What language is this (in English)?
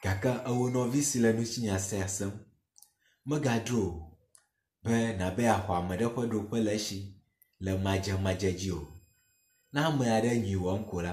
Ewe